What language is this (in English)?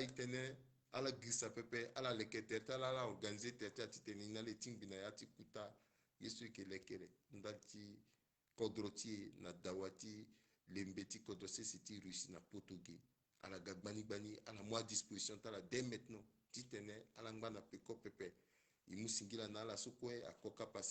Sango